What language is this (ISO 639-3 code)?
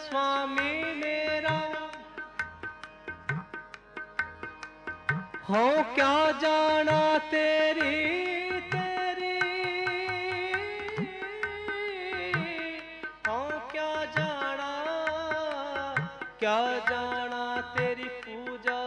pan